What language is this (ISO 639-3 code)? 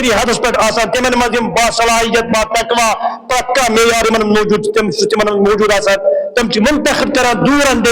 kas